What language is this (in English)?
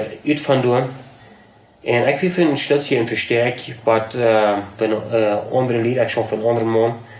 Plautdietsch